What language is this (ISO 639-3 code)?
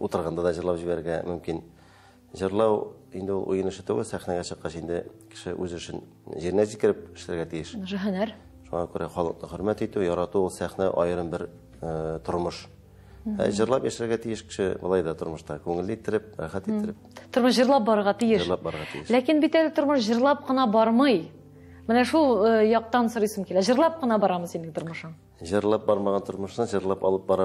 tat